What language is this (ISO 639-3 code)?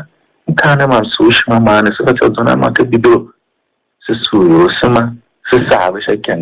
tiv